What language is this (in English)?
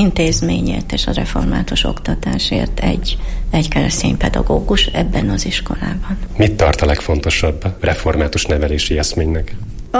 Hungarian